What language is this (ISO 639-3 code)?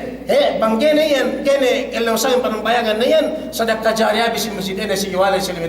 yka